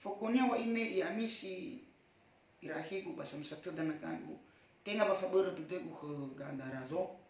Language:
Nias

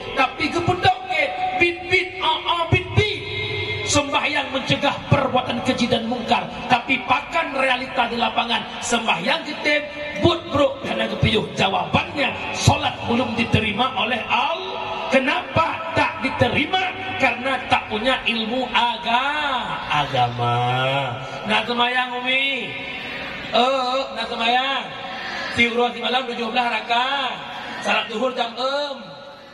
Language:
Achinese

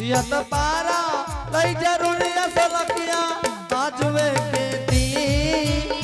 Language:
Angika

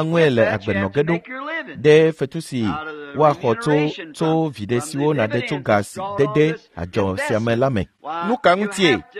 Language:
Ewe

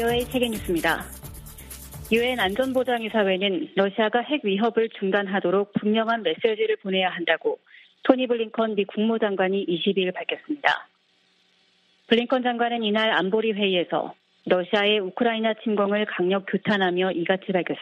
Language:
Korean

